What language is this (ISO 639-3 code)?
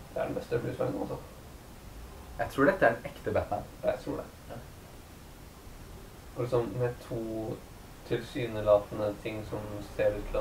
nor